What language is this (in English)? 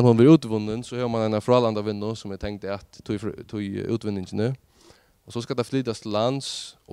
Faroese